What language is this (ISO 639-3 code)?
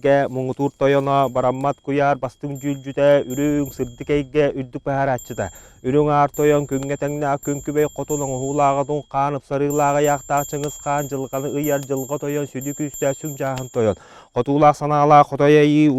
sah